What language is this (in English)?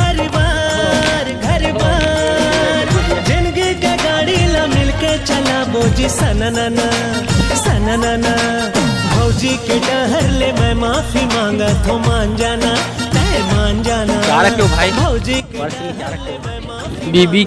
Chhattisgarhi